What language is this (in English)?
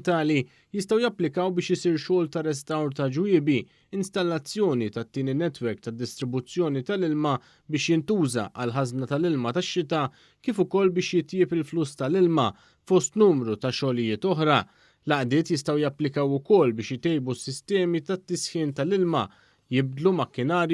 Maltese